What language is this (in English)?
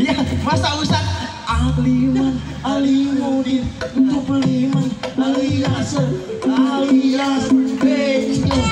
Betawi